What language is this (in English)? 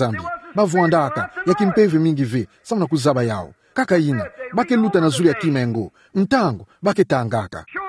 Kituba (Democratic Republic of Congo)